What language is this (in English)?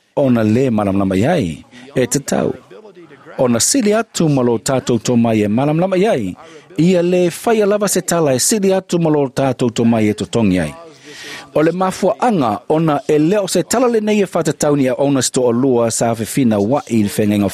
Samoan